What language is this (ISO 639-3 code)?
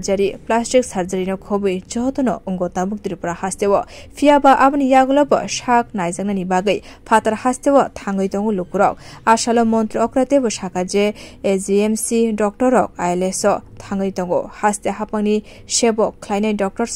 trp